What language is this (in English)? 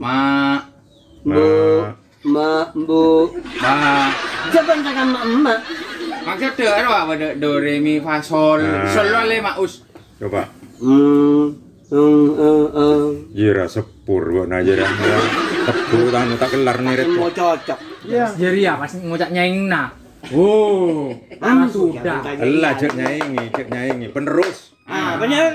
Madurese